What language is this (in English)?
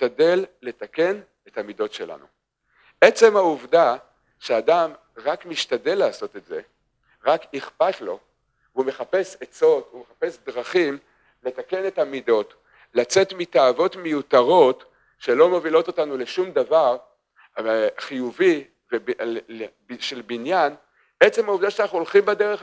Hebrew